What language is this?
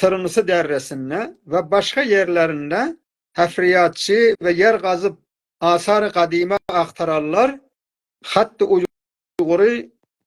South Azerbaijani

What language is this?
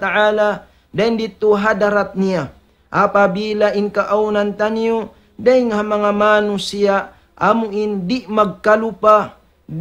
Tausug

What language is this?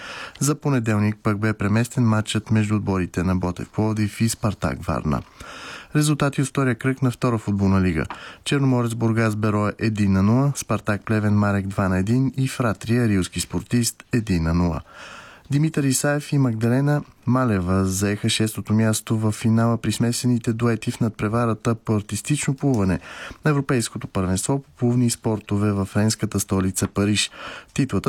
Bulgarian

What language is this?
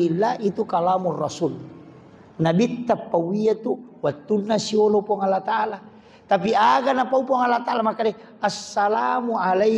Buginese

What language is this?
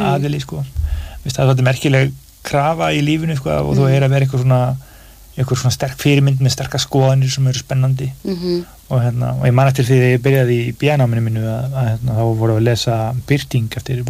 Icelandic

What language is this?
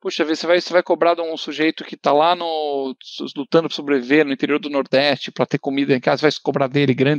Portuguese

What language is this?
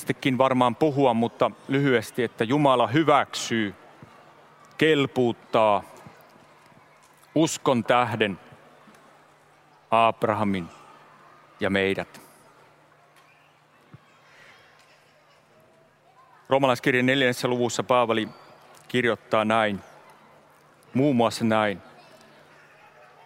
Finnish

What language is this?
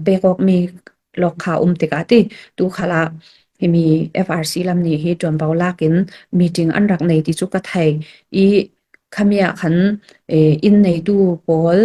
Falam Chin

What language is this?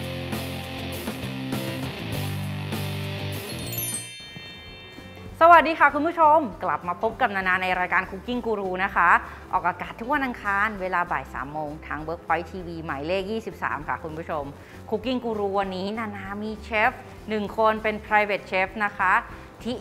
Thai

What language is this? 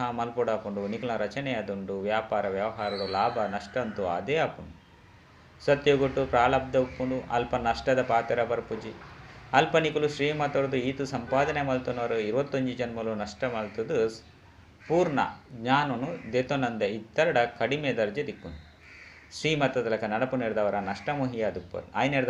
Tulu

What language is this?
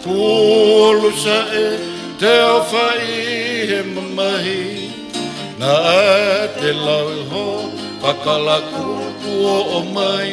Tongan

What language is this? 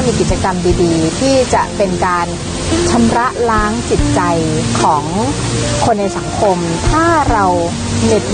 Thai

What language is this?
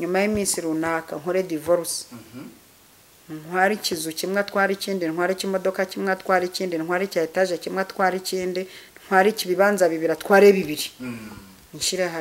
Kinyarwanda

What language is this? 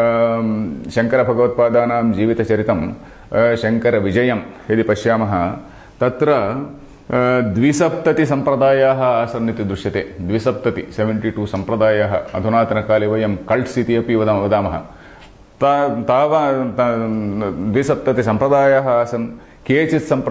Sanskrit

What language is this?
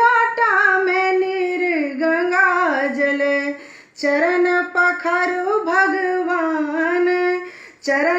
Maithili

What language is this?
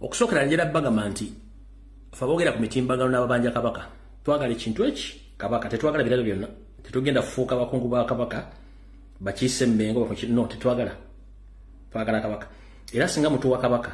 Ganda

